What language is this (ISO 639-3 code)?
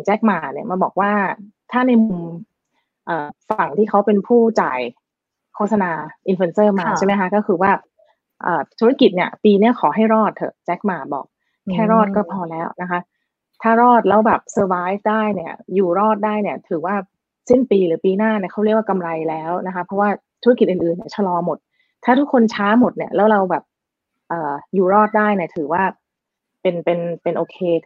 tha